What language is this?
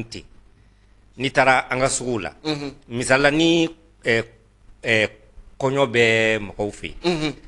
Bambara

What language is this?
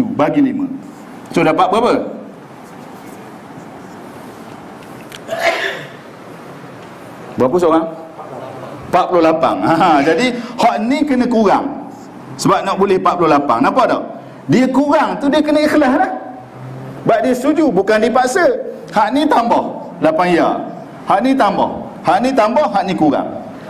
Malay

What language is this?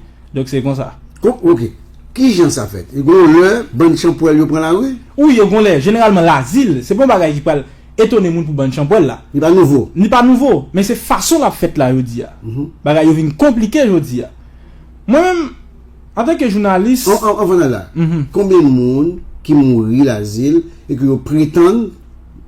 Haitian Creole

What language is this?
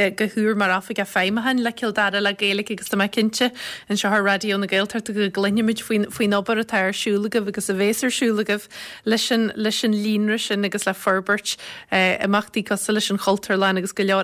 Irish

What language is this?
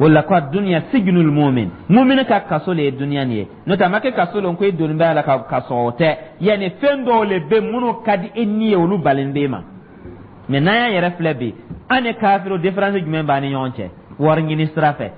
Dyula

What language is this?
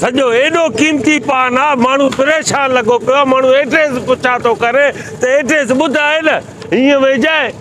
Sindhi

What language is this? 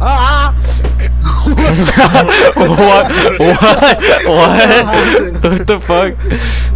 English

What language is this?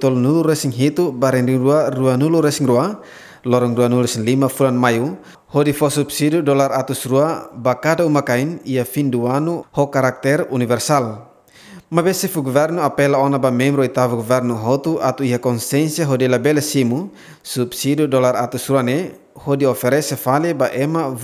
Tetum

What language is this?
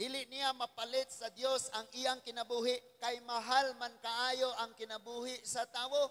Cebuano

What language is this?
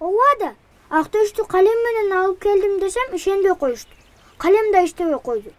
Kyrgyz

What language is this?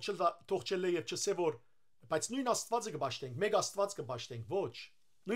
Western Armenian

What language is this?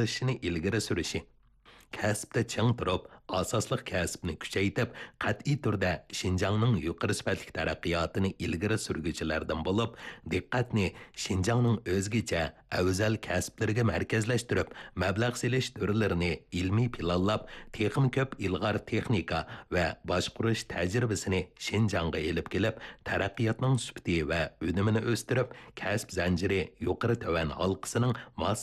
Uyghur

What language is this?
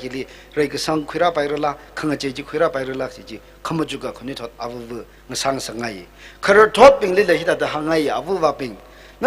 Tangkhul Naga (India)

